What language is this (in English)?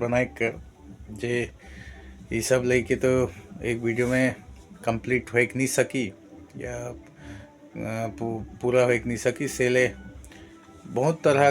Sadri